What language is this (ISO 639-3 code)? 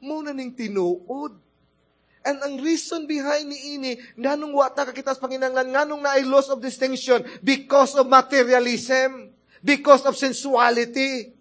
ceb